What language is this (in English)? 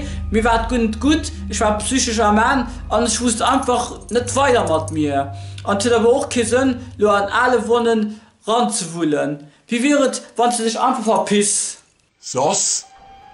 Luxembourgish